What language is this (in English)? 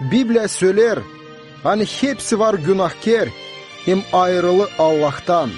Gagauz